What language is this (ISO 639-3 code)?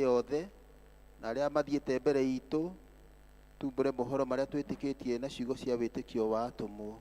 kik